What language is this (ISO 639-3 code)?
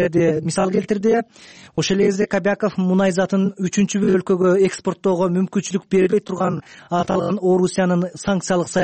kir